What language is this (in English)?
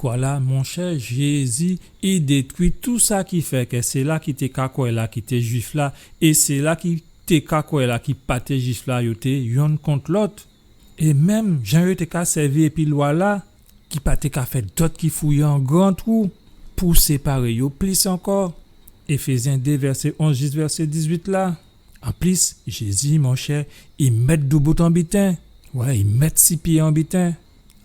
Guadeloupean Creole French